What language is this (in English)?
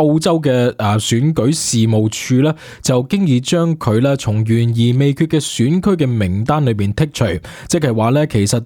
Cantonese